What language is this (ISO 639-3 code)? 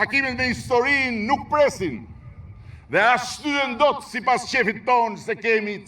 sqi